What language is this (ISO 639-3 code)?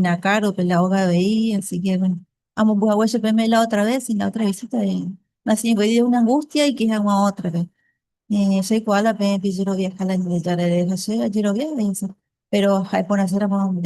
grn